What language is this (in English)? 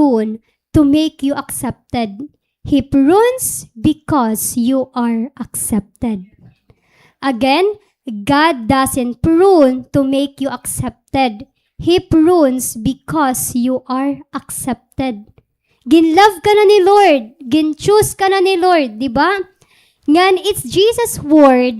Waray